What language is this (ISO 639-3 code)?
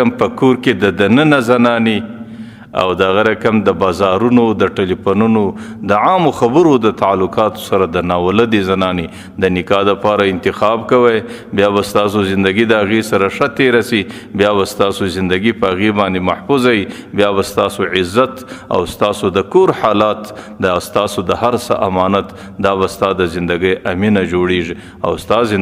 pus